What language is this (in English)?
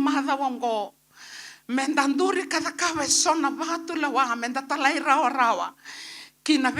Fijian